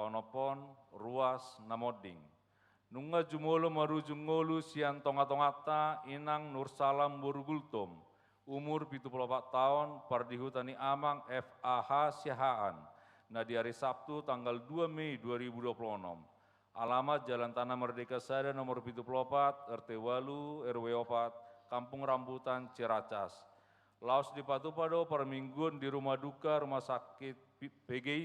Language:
Batak Toba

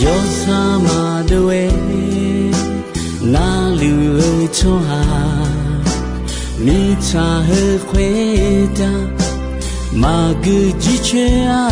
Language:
Akha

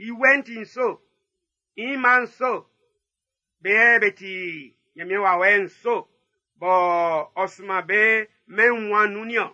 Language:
Baoulé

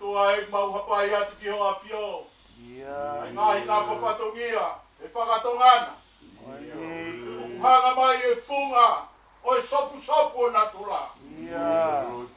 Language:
Tongan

